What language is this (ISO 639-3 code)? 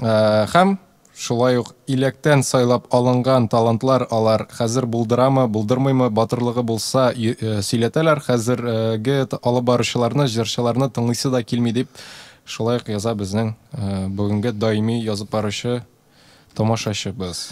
tat